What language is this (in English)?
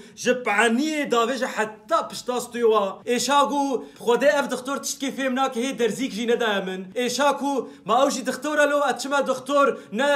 Kurdish